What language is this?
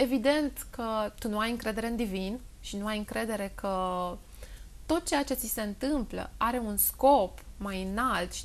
Romanian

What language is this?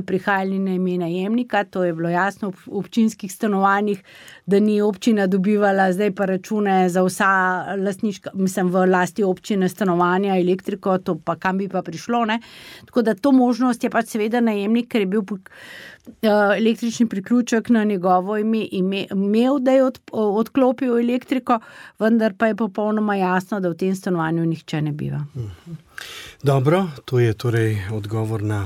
Slovenian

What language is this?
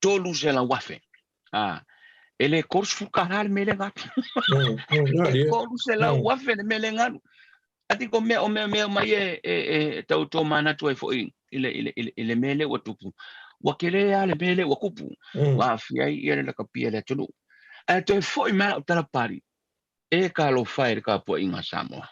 Samoan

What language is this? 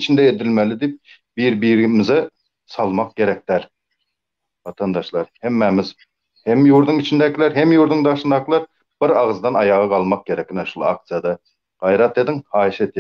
Turkmen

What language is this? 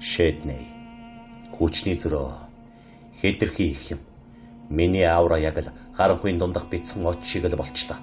Mongolian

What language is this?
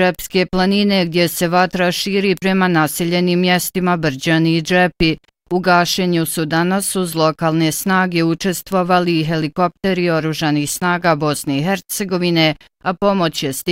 Bosnian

